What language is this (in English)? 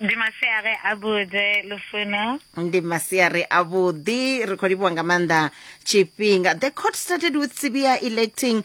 Venda